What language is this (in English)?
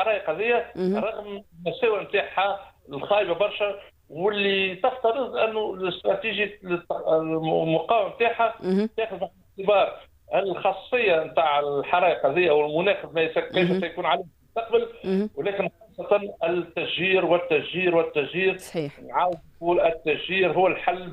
Tunisian Arabic